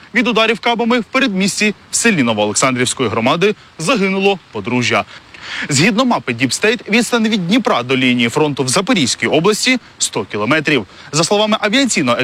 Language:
Ukrainian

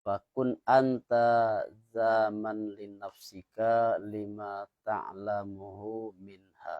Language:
Minangkabau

